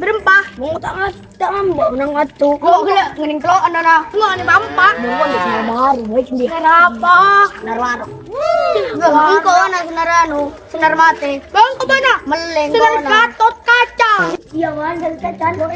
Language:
Madurese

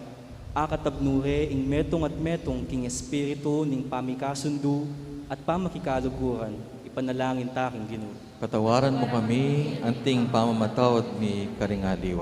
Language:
Pampanga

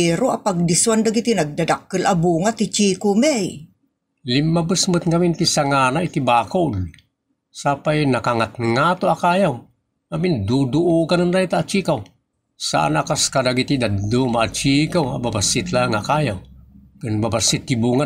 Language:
Iloko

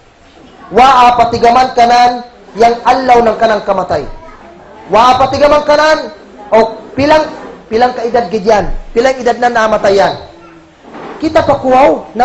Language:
Kagan Kalagan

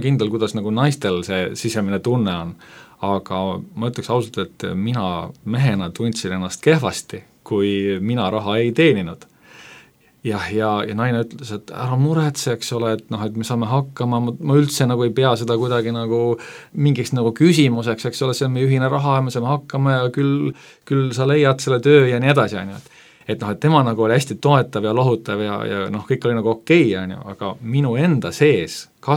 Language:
Estonian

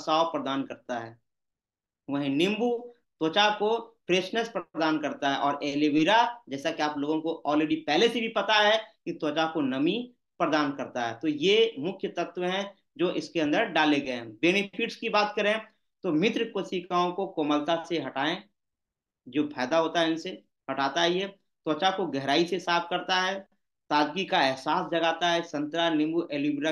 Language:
Hindi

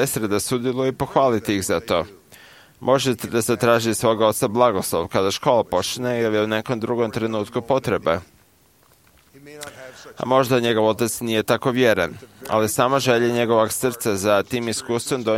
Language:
Croatian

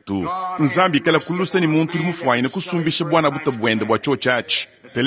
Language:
Luba-Lulua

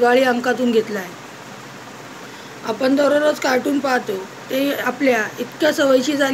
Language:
Marathi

